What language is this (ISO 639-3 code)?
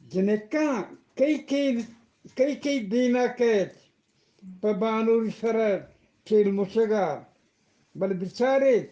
bgp